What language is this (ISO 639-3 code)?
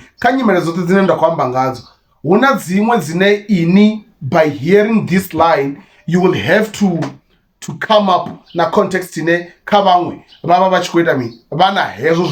ven